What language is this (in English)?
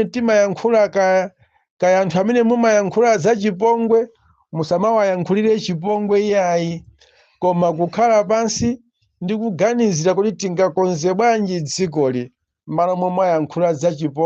Nyanja